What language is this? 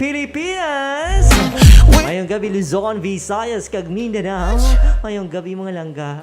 Hiligaynon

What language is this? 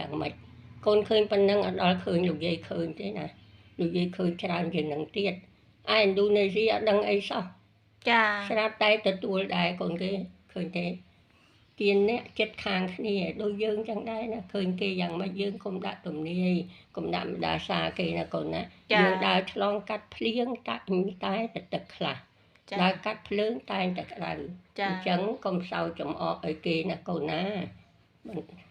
Khmer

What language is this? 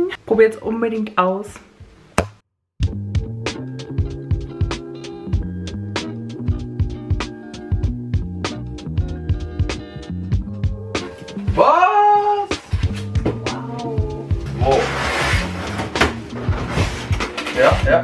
German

